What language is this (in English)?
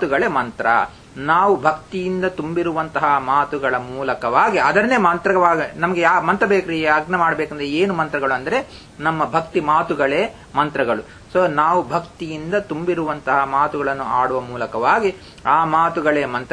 Kannada